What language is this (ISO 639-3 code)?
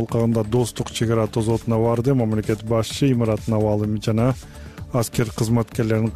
kir